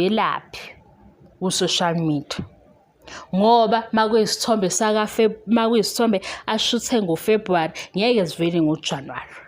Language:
Zulu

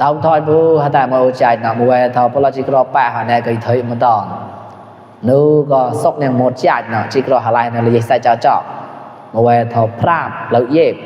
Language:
Mon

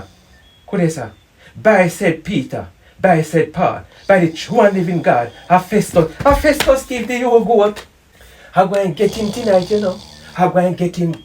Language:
Jamaican Creole English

